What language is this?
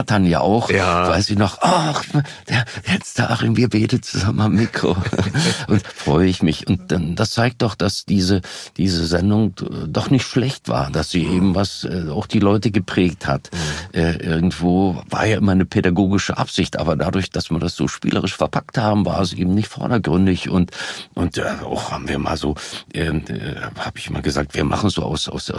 German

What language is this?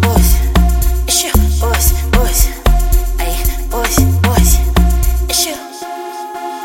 Zulu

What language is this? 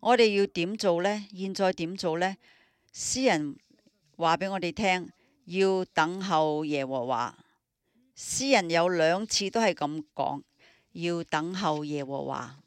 Cantonese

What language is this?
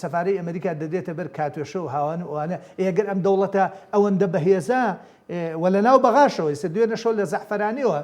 Central Kurdish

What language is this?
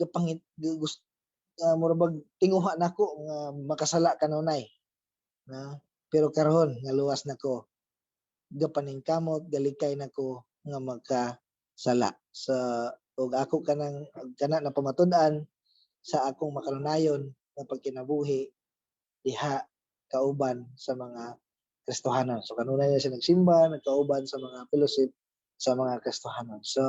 Cebuano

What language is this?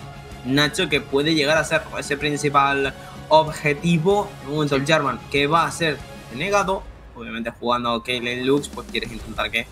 Spanish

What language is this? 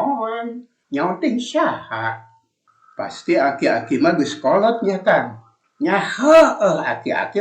Sundanese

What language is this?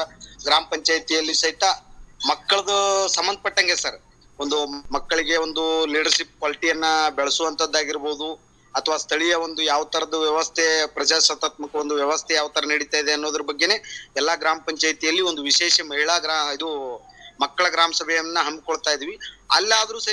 Kannada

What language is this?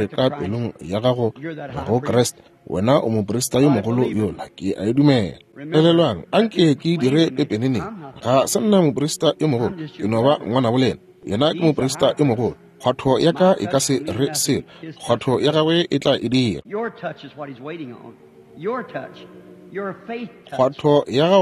Northern Sotho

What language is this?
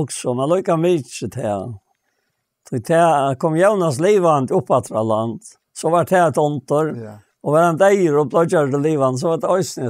Faroese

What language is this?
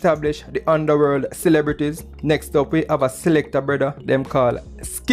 Jamaican Creole English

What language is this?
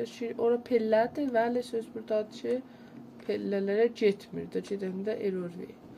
South Azerbaijani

